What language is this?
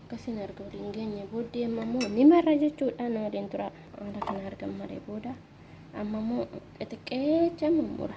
Oromo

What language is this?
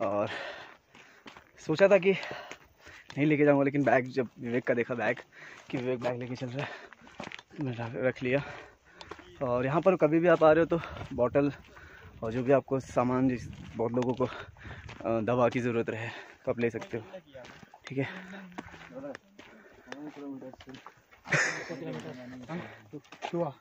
Hindi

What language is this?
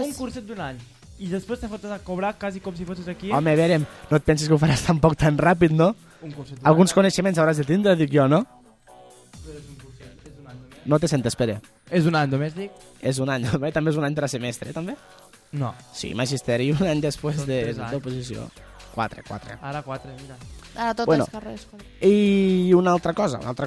Catalan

